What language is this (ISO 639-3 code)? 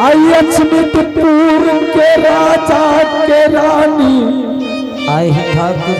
anp